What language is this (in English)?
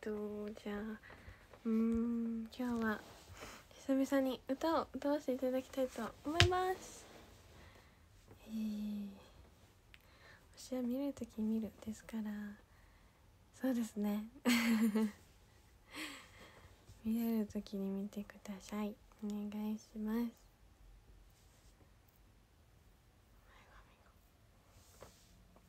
Japanese